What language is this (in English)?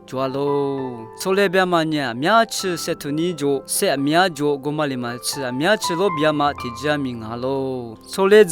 Lisu